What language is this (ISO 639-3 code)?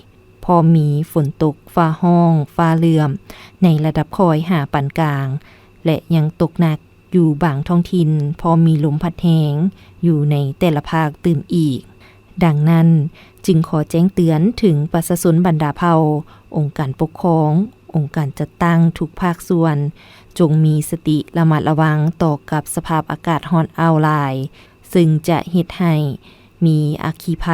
lao